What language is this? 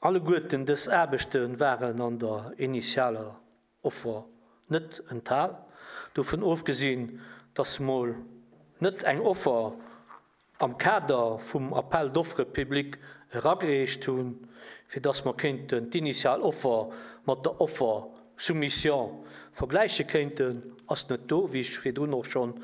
Luxembourgish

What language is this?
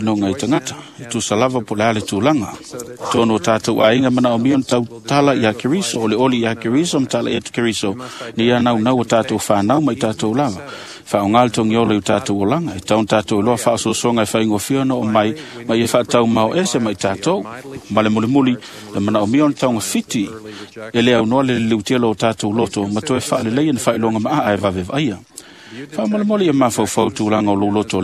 Samoan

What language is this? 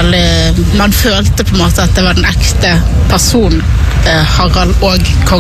Norwegian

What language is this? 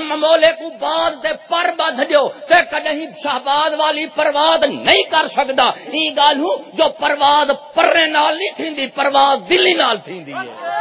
Saraiki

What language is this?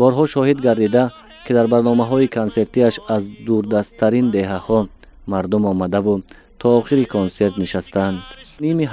Tajik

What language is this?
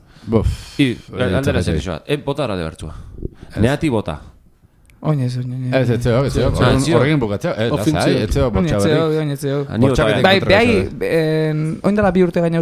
Basque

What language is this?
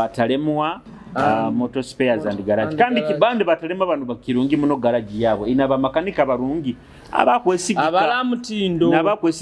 Nyoro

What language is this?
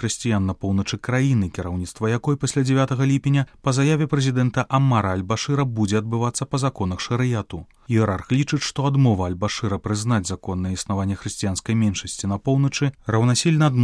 Belarusian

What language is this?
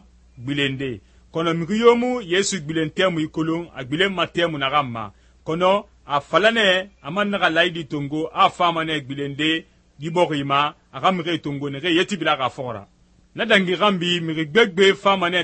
Susu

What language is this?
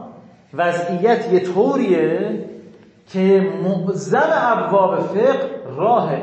Persian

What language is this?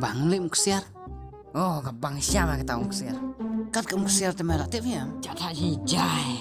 Khasi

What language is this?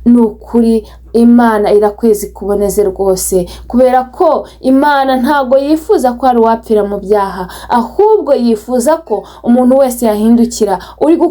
Kinyarwanda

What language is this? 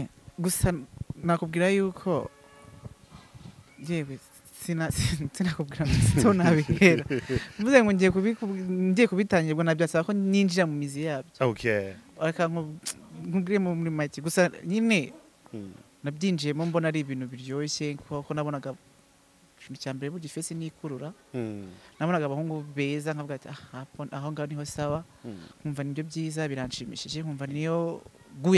Kinyarwanda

